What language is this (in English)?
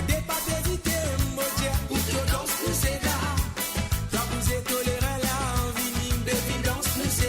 Morisyen